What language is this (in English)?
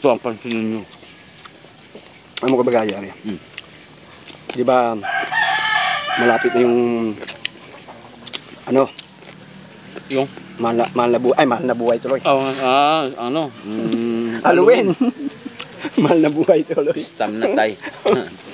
Filipino